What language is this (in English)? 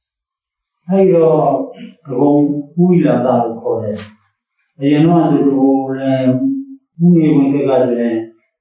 Burmese